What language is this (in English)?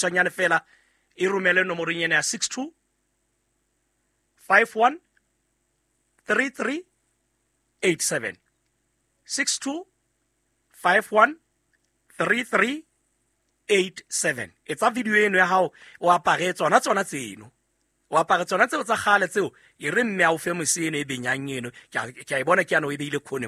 Southern Sotho